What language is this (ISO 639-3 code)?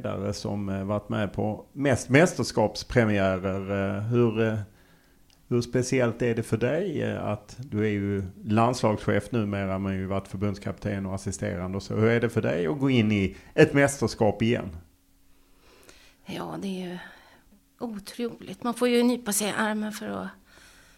swe